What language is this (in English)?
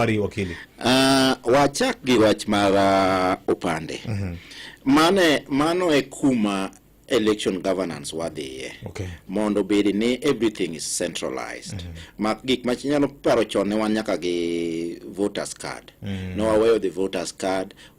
Luo (Kenya and Tanzania)